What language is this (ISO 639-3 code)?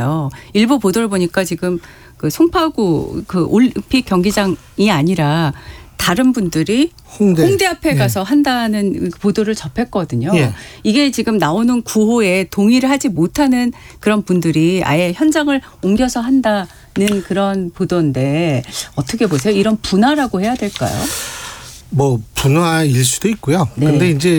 kor